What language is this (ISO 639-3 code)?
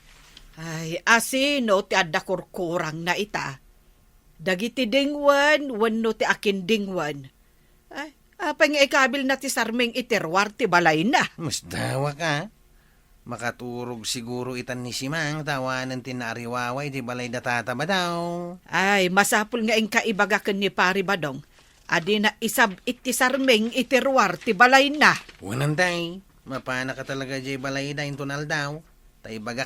ilo